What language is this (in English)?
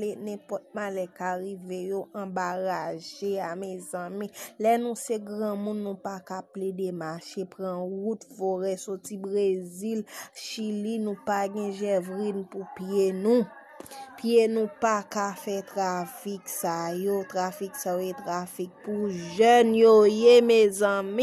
Haitian Creole